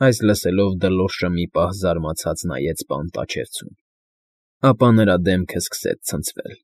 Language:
Armenian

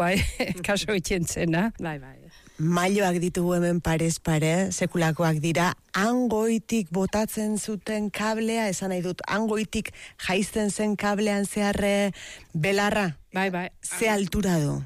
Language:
Basque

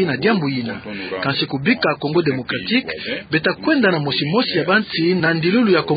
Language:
Kituba (Democratic Republic of Congo)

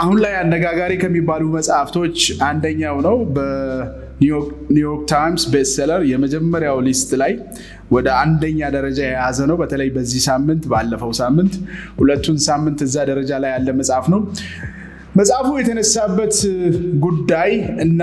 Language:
Amharic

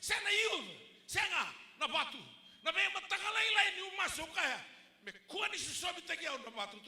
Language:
Fijian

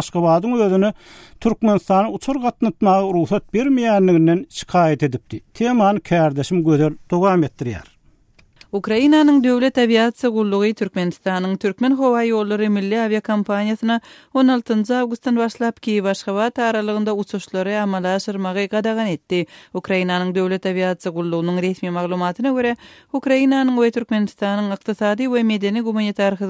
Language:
Turkmen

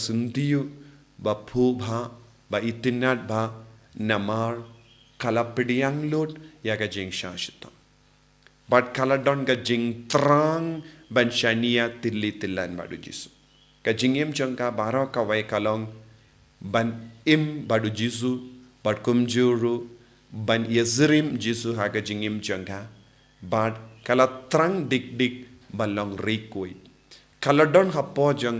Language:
Khasi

